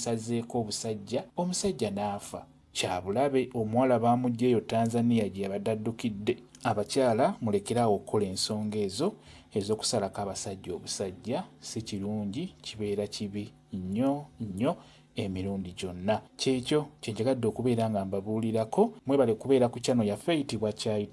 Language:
Ganda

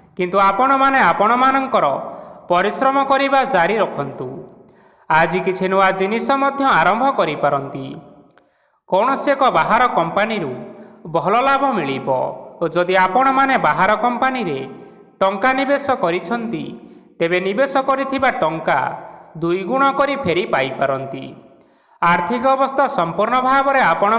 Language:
Odia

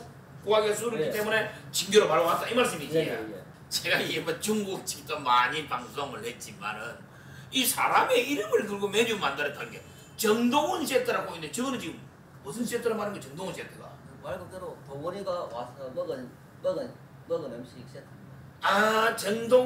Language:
Korean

